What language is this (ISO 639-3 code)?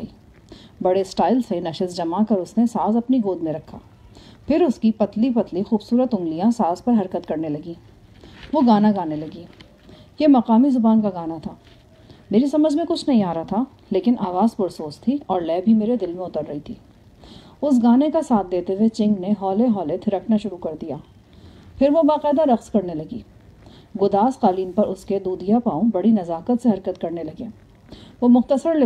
urd